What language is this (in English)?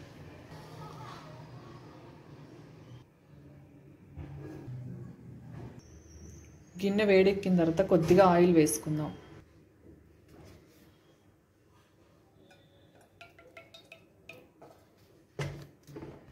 Telugu